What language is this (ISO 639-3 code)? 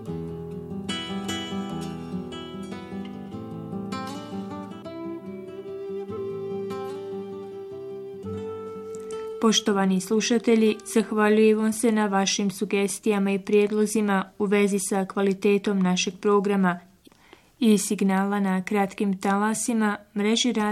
bos